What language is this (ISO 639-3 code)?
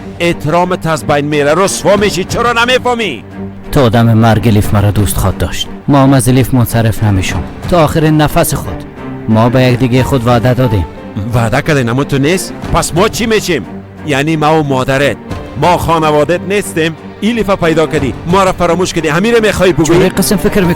fas